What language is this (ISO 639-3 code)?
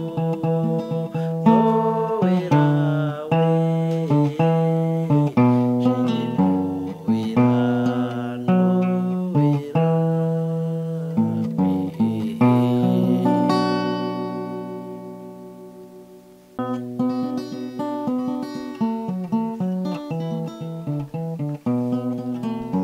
kin